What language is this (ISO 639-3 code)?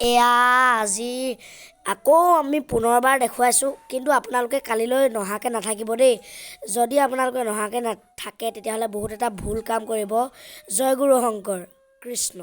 asm